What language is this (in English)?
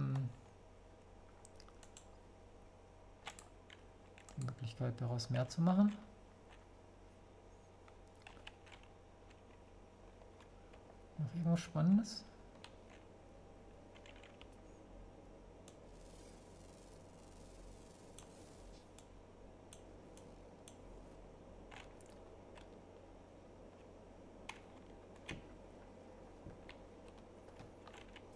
German